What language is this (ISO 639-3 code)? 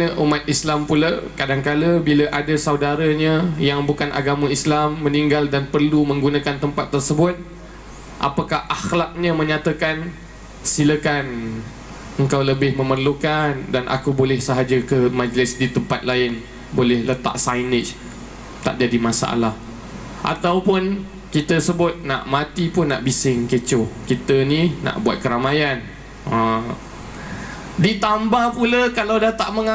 msa